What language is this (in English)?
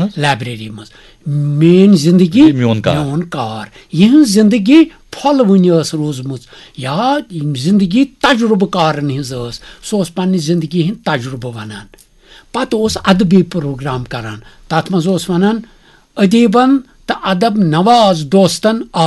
Kashmiri